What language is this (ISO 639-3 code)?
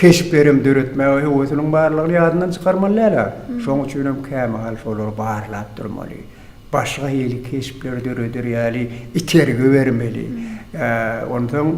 tuk